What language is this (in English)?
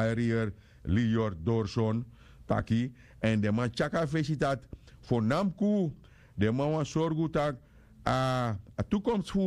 Sranan Tongo